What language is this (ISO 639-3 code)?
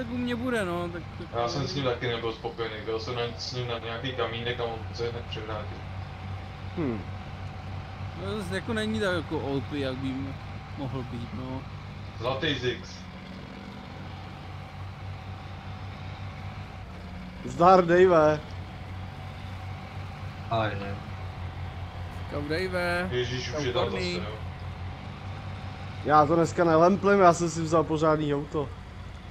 ces